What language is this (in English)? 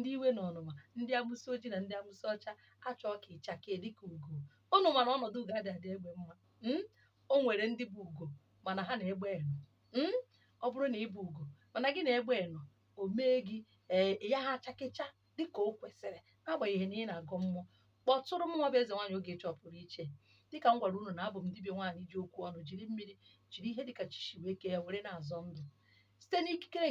Igbo